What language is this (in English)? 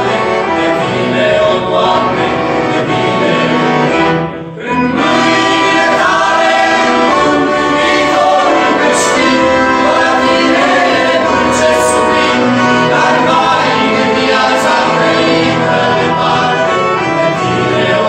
Romanian